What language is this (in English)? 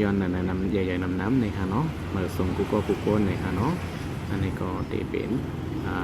Shan